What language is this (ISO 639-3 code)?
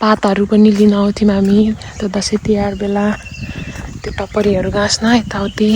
nep